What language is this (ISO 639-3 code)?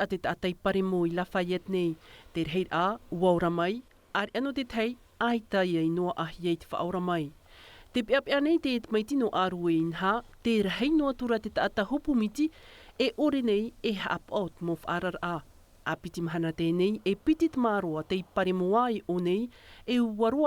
tah